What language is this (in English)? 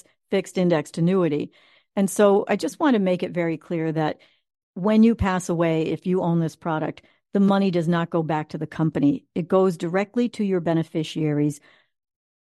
English